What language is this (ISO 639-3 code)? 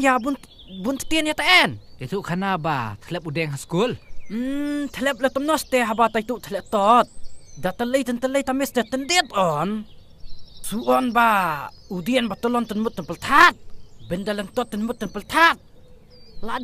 kha